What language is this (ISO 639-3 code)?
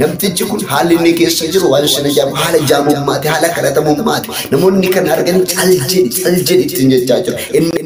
orm